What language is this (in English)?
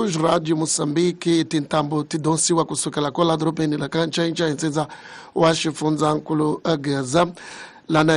Tsonga